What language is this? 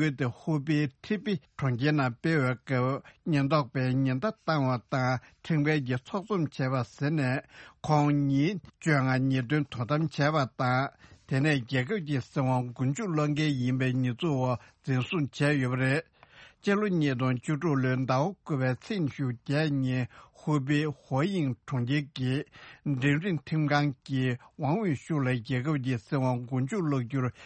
Tibetan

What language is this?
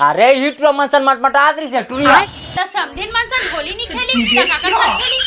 Chhattisgarhi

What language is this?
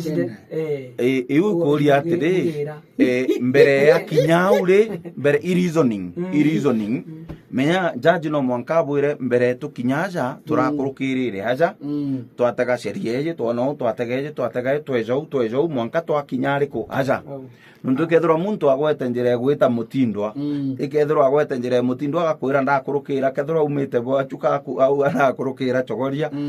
Meru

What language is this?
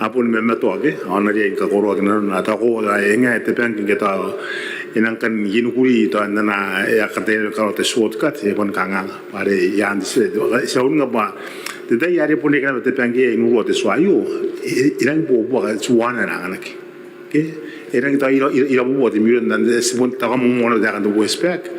Gilbertese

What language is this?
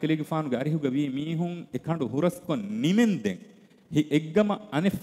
Divehi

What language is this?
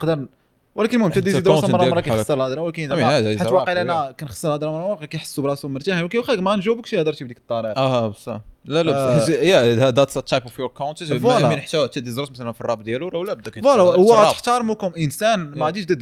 Moroccan Arabic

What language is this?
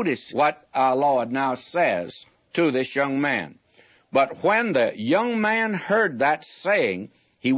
English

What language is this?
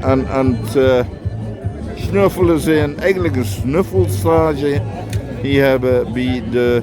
Limburgish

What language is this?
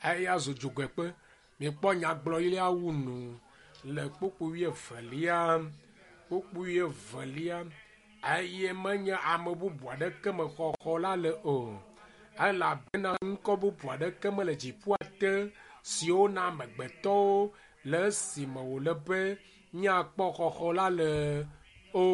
Ewe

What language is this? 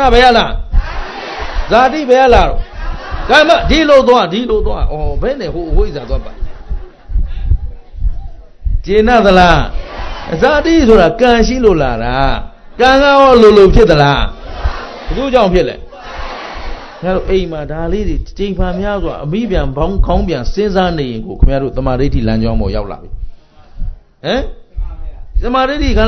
Burmese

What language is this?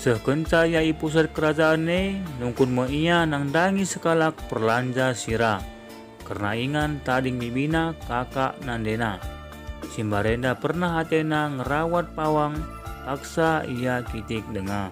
Batak Karo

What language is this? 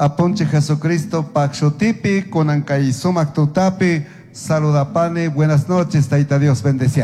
Chimborazo Highland Quichua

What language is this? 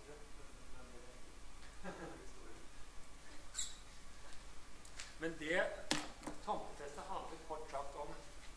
Norwegian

